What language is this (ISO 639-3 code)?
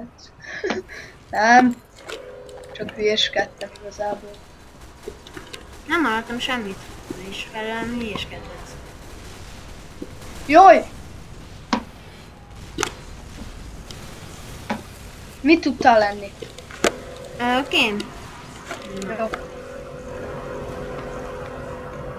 hun